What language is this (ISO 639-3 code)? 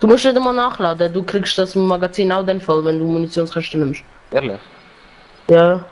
gsw